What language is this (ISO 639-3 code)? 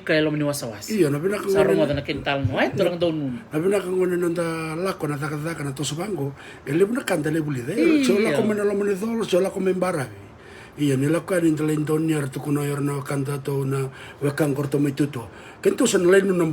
fij